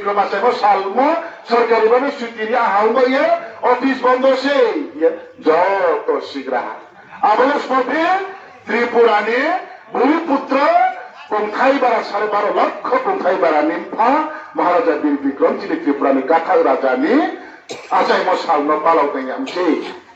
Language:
Riang (India)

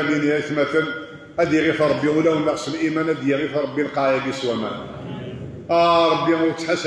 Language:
Kabyle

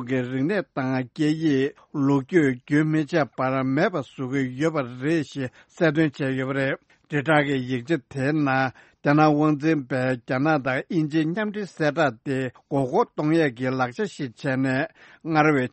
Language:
Tibetan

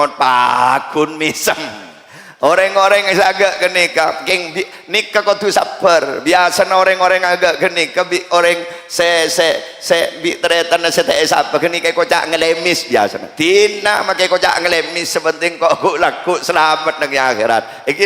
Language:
Madurese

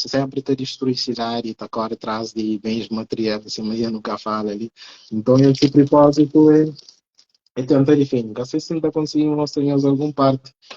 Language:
Kabuverdianu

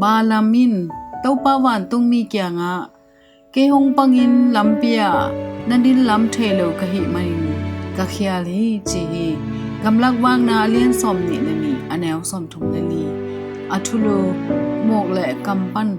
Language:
Tedim Chin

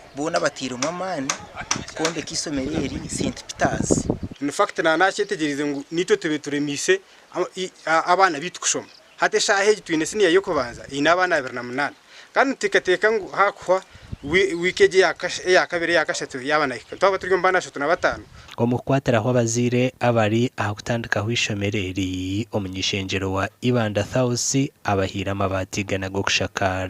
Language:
Nyankole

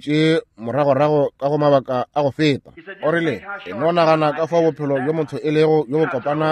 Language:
Northern Sotho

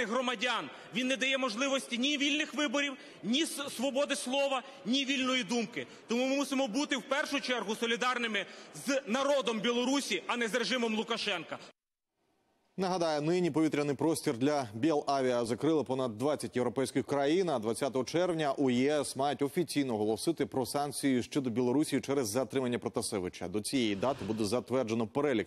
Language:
Ukrainian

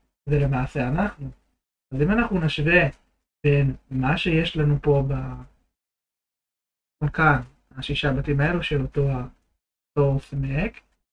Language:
Hebrew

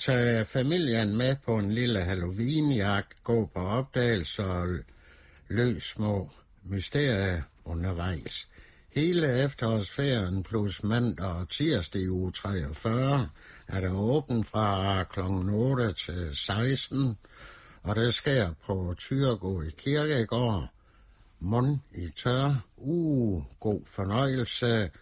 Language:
Danish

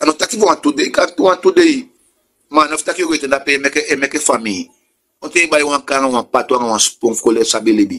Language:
Sranan Tongo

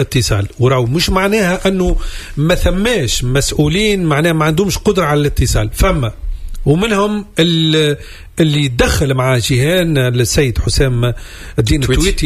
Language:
Tunisian Arabic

